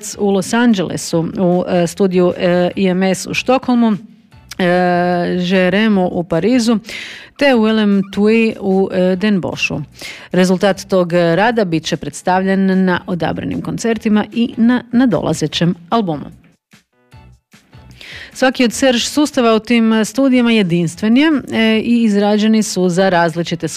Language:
Croatian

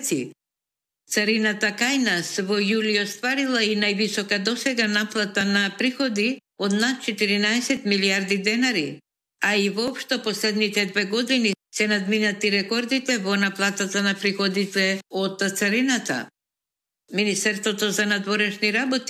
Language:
Macedonian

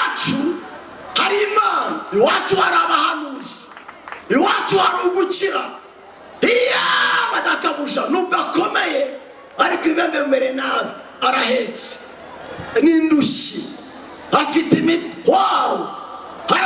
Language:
Kinyarwanda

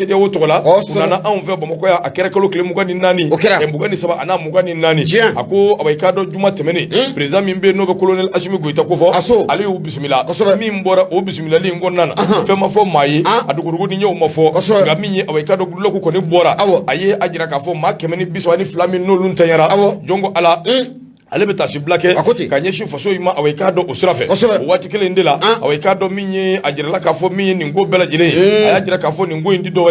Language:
Bambara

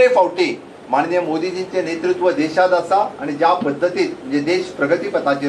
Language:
Konkani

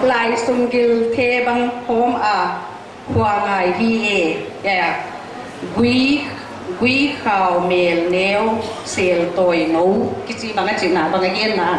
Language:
Paite Chin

